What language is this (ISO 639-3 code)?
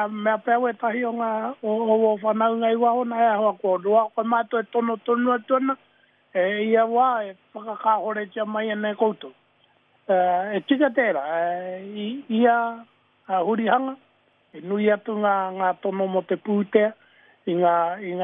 mri